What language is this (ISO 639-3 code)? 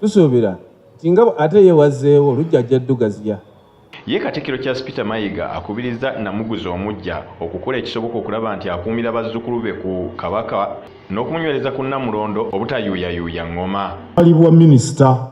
lug